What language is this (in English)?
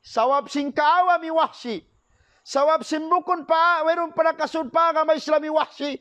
Tausug